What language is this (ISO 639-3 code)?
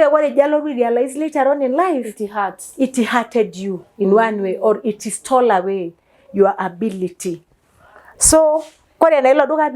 mas